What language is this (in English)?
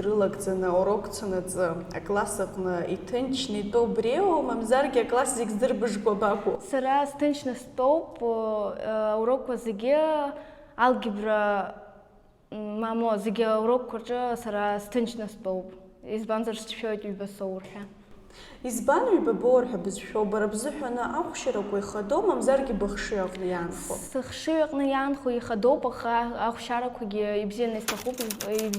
Abkhazian